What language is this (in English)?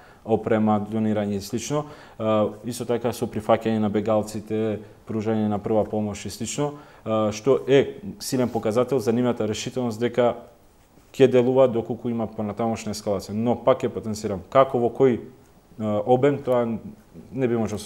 Macedonian